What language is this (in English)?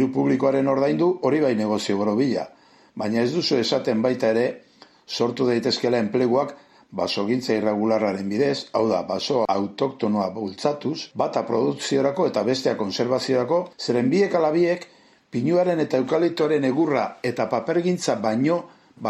Basque